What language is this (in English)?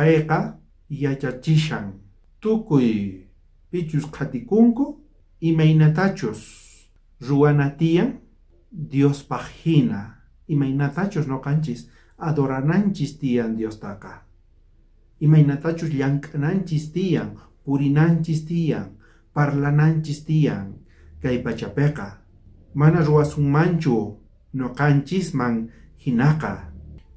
South Bolivian Quechua